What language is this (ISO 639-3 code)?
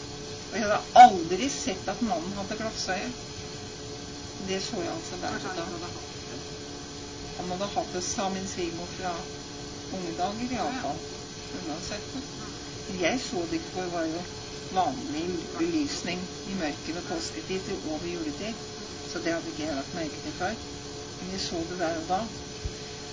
nor